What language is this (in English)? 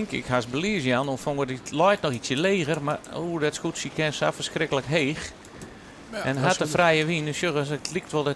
Western Frisian